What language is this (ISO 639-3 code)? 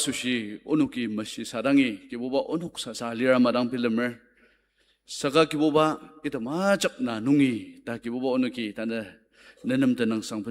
njo